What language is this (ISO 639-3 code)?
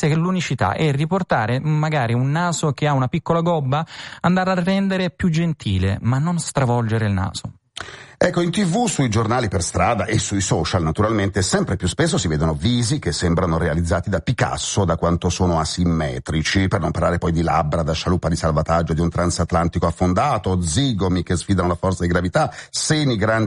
ita